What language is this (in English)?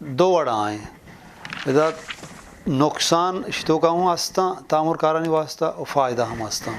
Eastern Balochi